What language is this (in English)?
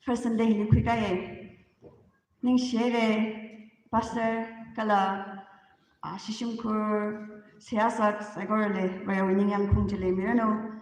Tangkhul Naga (India)